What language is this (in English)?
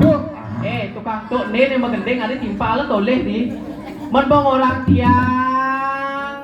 Balinese